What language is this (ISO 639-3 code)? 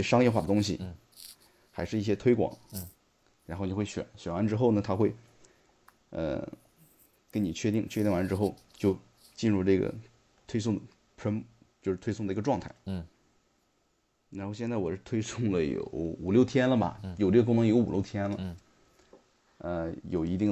zho